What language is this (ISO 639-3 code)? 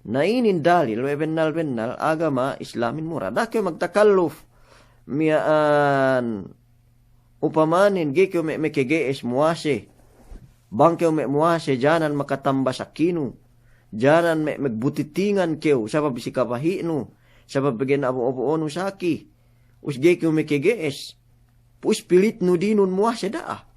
yka